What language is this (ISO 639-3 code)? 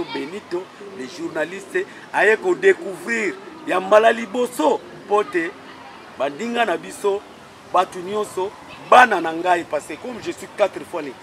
lin